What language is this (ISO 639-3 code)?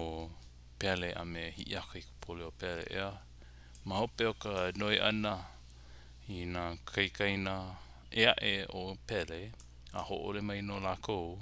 haw